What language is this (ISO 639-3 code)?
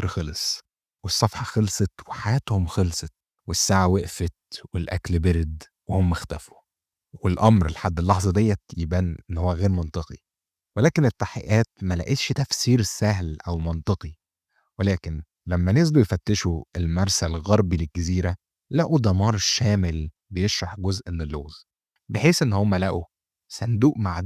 arz